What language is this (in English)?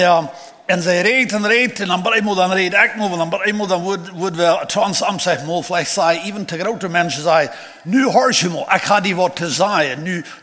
Plautdietsch